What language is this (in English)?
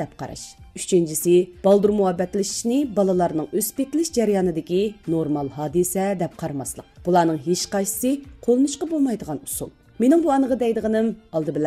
Uyghur